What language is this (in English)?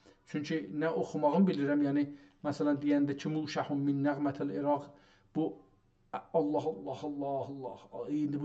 South Azerbaijani